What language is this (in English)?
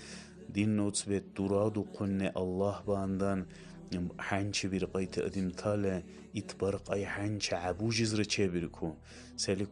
Dargwa